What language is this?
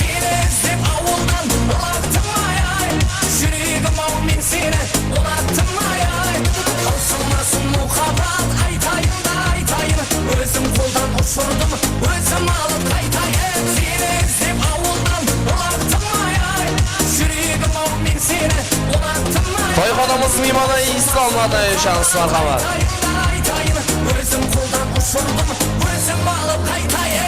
Kara-Kalpak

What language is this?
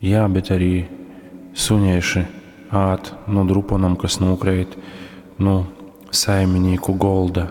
Latgalian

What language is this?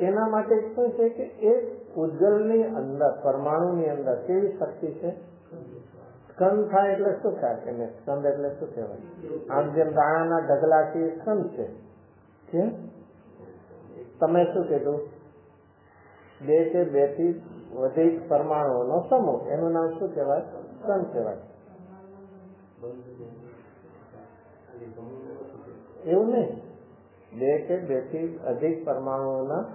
Gujarati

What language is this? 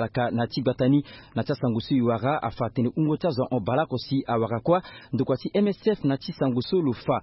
Sango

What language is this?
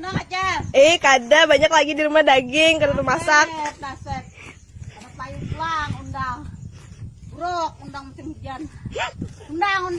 Banjar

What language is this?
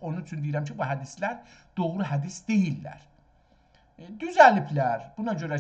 South Azerbaijani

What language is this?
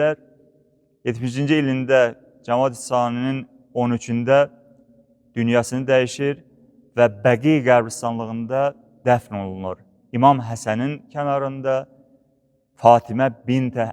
Azerbaijani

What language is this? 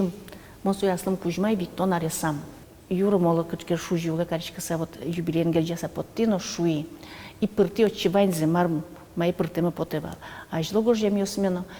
Udmurt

